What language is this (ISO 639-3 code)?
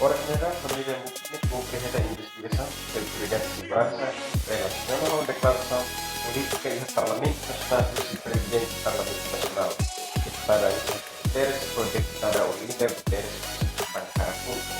tet